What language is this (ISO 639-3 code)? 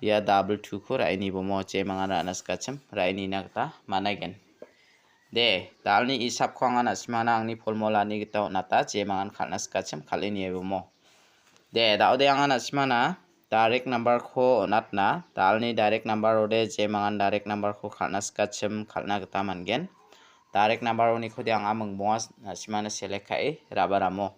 grt